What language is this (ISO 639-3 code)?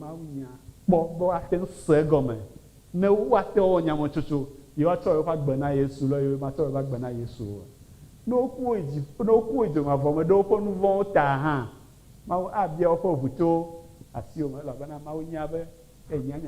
ewe